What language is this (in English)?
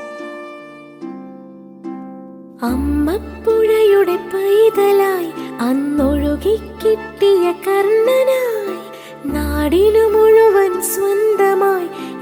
Malayalam